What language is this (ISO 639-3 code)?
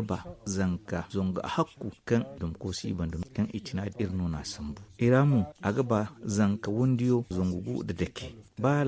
dje